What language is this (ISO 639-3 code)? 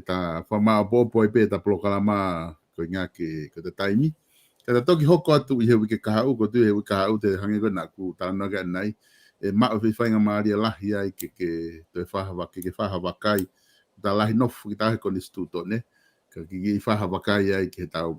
ton